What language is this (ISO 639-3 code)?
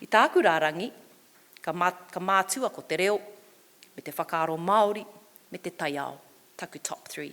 mri